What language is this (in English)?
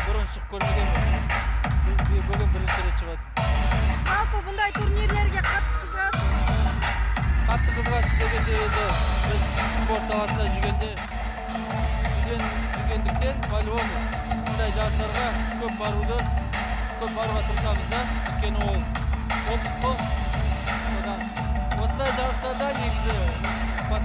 Kazakh